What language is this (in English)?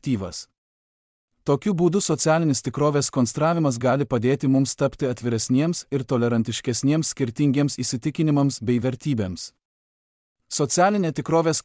Lithuanian